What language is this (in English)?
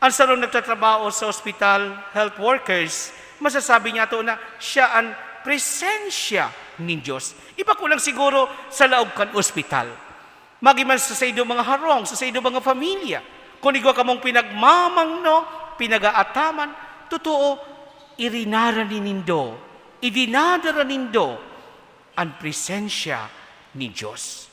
Bikol